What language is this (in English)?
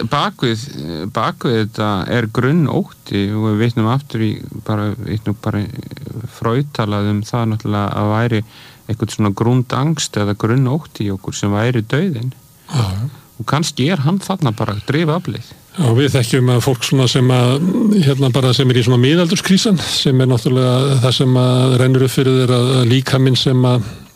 Icelandic